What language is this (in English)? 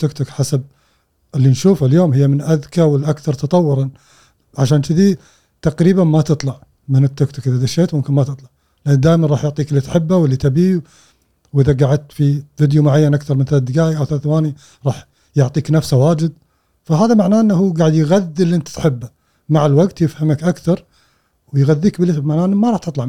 Gulf Arabic